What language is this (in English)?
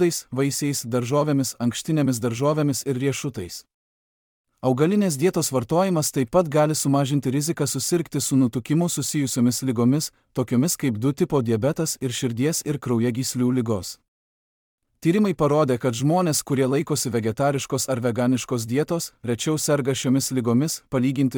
Lithuanian